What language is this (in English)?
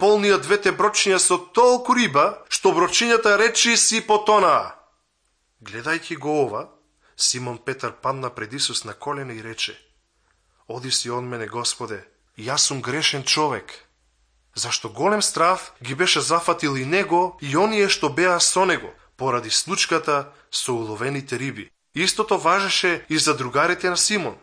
Macedonian